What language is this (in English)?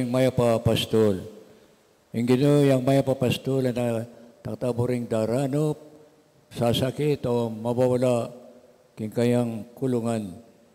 Pampanga